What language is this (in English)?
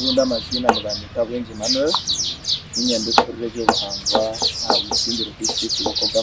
Nyankole